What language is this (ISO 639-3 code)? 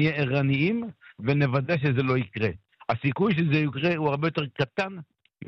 heb